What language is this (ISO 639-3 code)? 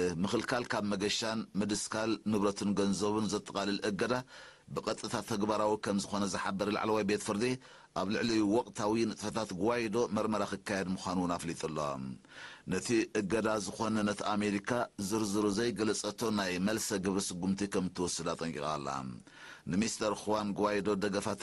tir